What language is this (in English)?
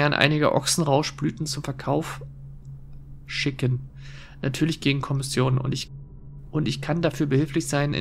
German